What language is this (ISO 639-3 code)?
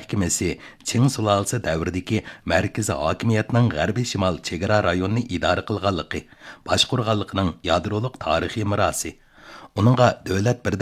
uig